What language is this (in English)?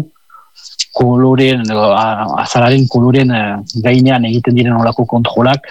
Basque